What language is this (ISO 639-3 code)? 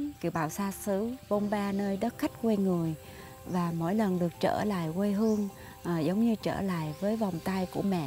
vie